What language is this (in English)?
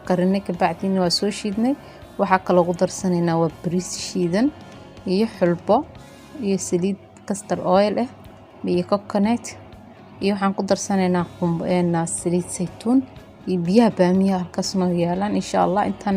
Somali